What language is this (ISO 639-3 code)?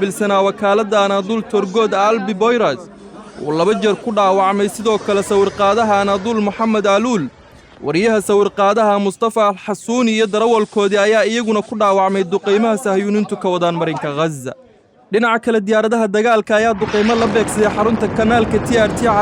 som